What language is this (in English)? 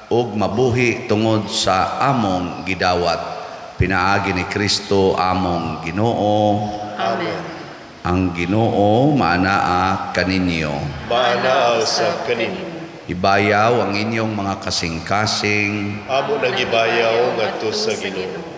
Cebuano